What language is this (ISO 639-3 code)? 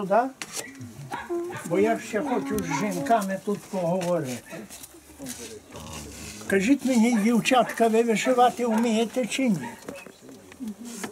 ukr